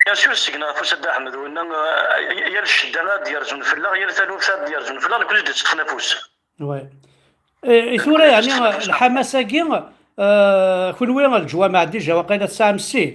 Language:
Kabyle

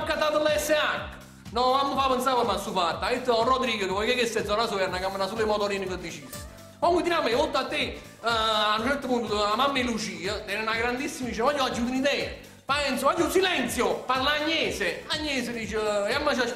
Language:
Neapolitan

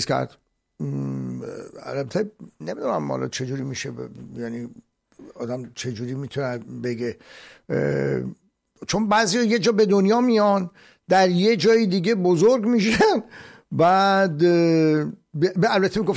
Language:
Persian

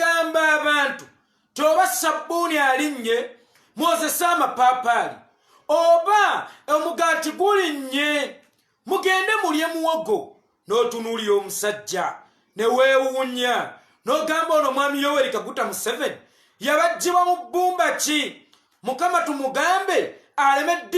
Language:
Ganda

